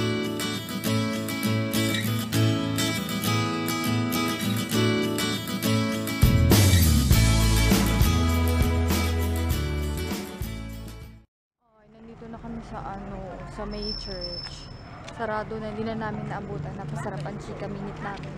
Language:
Filipino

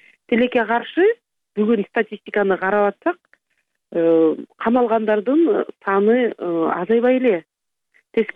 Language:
Kyrgyz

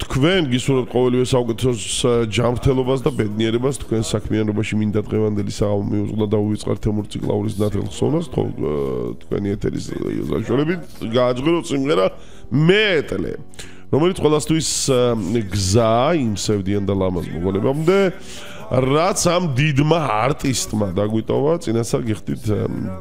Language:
Georgian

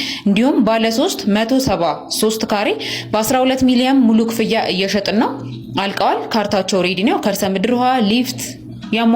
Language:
Amharic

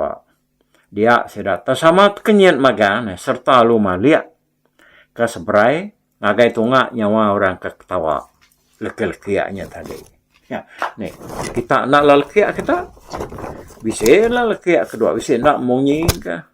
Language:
Iban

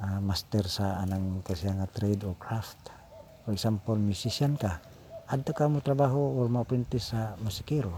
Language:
Cebuano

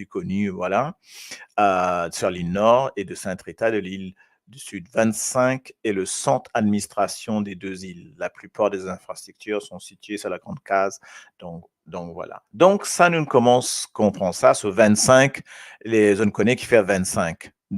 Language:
Morisyen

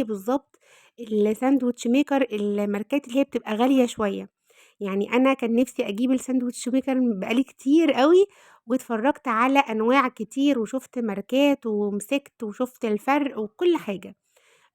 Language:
Egyptian Arabic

